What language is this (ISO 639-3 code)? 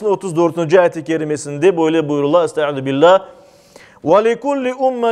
crh